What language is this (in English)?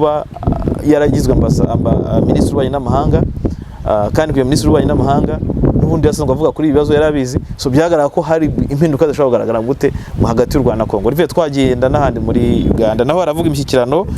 Kinyarwanda